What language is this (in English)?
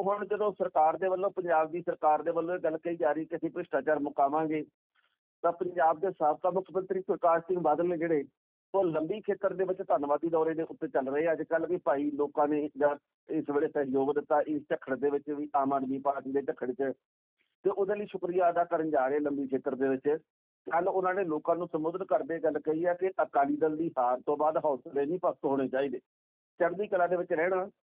Punjabi